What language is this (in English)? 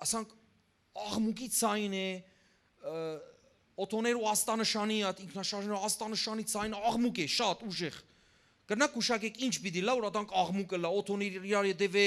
Western Armenian